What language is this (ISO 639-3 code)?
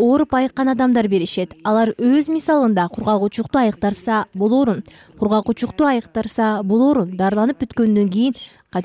kir